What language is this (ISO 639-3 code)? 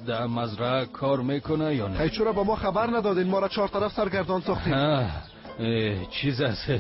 tgk